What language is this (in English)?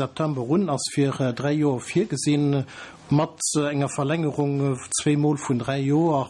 Luxembourgish